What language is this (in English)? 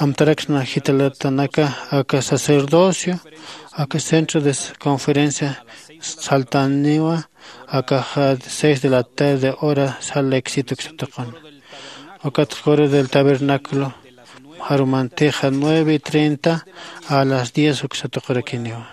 Aymara